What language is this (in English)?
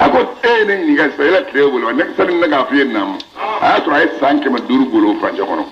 Bambara